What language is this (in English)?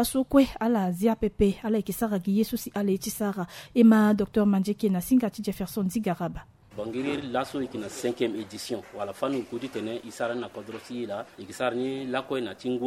Sango